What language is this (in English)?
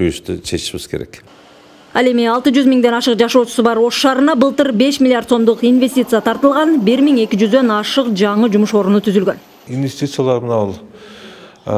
Kyrgyz